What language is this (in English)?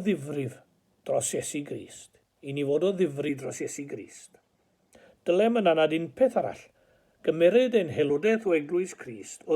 Welsh